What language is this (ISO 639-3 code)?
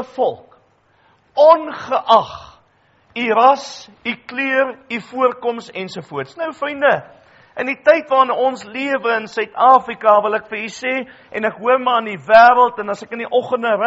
afr